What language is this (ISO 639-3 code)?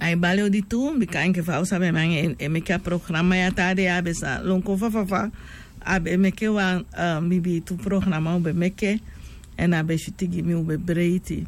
srn